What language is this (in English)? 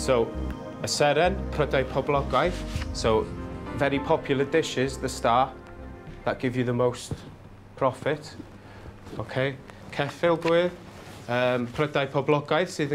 Welsh